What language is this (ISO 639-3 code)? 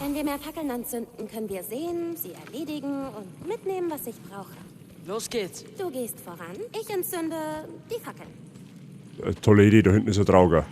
bar